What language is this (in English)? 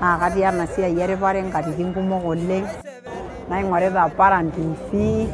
Masai